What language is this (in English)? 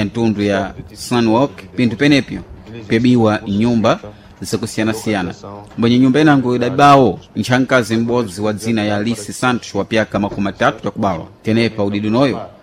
Sena